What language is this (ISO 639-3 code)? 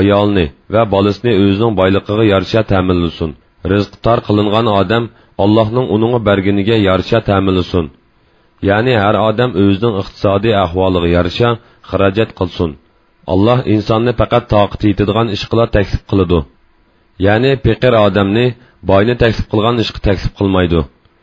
uig